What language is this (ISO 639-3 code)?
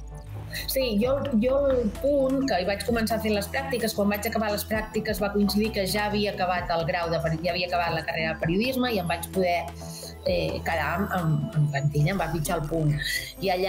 cat